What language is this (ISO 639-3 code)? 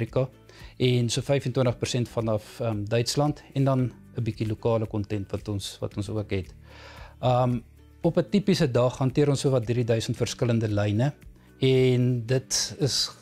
afr